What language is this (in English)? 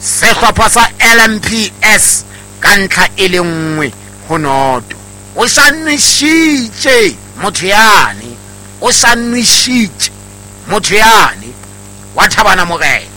Southern Sotho